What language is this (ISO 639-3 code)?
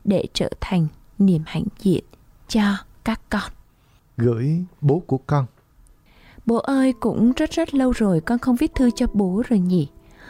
vie